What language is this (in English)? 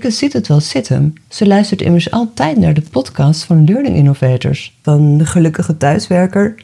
Dutch